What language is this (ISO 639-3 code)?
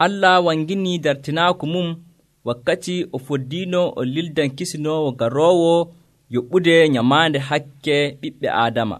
fuv